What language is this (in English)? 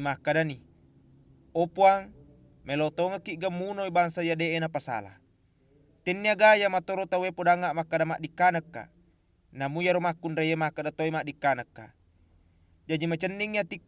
Buginese